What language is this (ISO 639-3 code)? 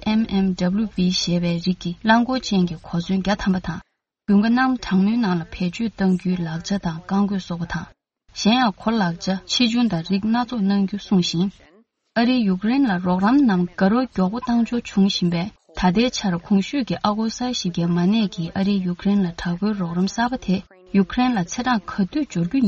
bod